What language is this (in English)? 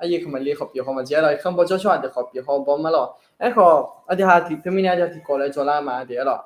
Akha